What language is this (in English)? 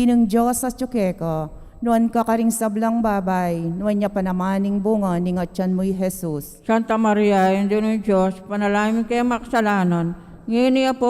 Pampanga